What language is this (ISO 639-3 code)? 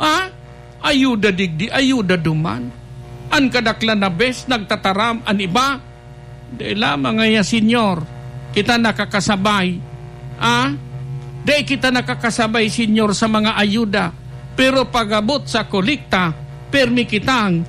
bik